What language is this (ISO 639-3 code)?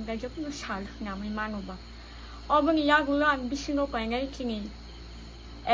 trp